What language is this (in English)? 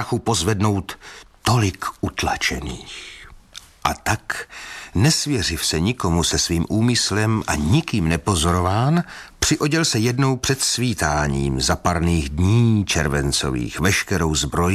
Czech